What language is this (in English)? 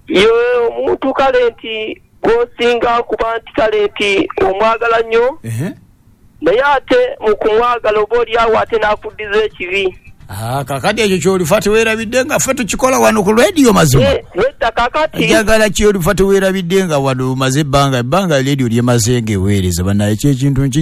Ganda